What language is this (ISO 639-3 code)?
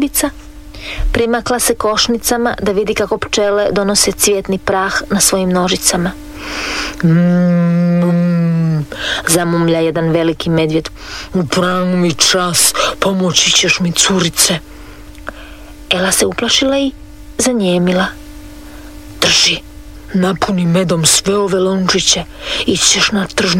hrv